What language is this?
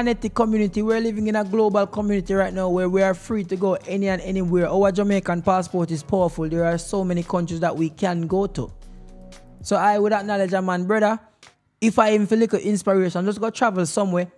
Jamaican Creole English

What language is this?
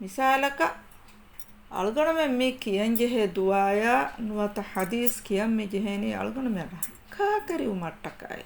Divehi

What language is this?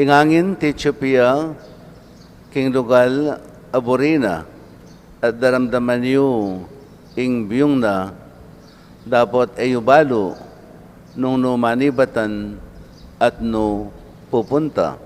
Pampanga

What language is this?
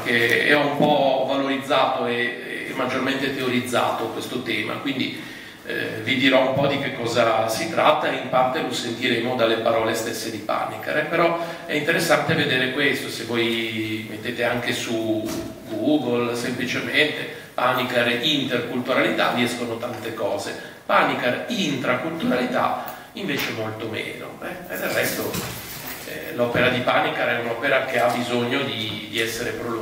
Italian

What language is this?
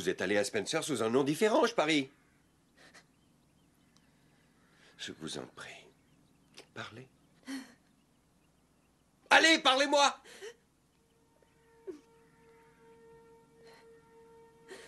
French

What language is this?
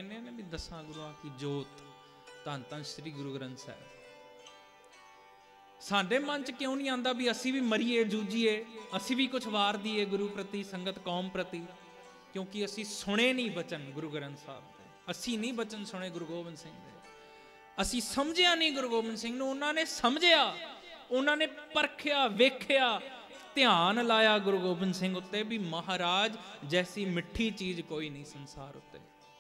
Punjabi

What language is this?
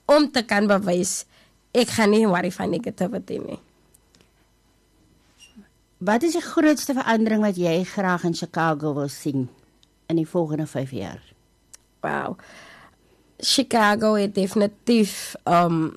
Afrikaans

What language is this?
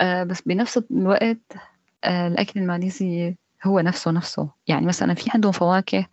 North Levantine Arabic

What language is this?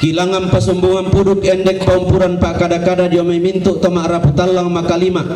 Toraja-Sa'dan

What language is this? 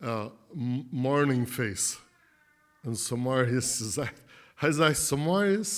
Plautdietsch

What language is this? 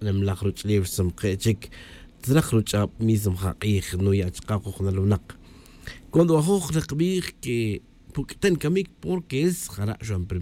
Tz'utujil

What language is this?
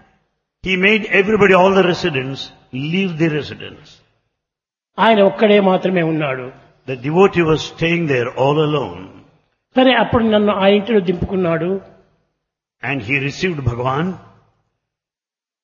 Telugu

